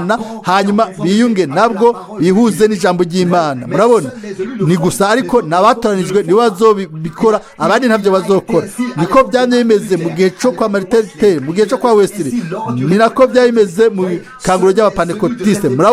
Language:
Rundi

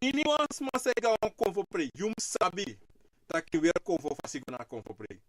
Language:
Sranan Tongo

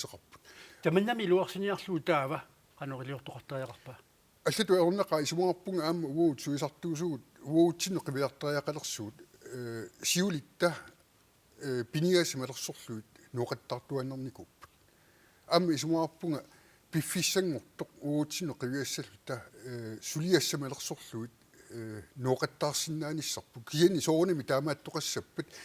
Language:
Kalaallisut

